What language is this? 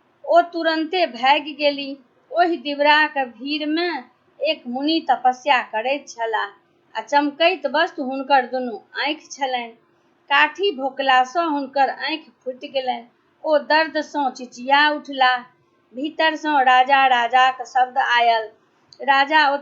Maithili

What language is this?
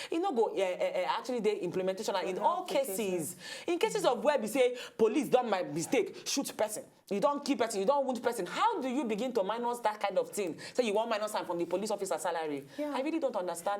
Nigerian Pidgin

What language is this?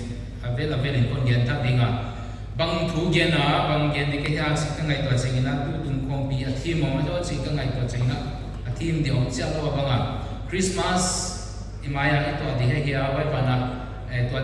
Paite Chin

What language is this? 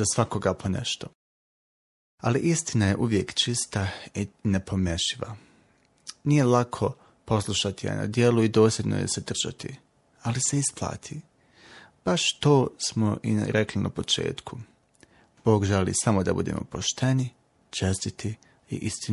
Bosnian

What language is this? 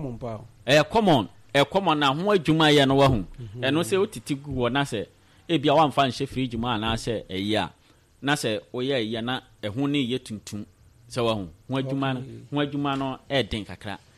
Akan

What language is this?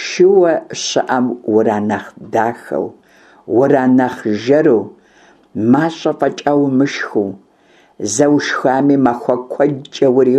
Kabardian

